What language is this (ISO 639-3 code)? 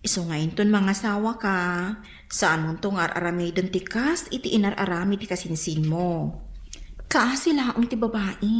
ilo